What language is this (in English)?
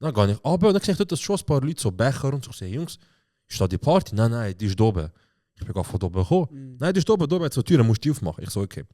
Swiss German